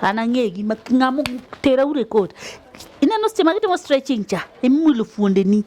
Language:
Luo (Kenya and Tanzania)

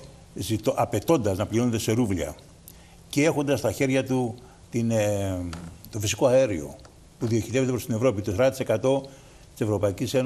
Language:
Greek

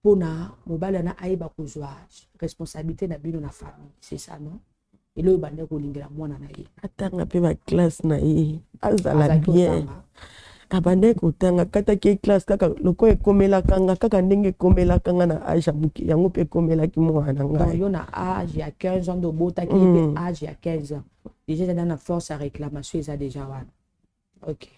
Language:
Lingala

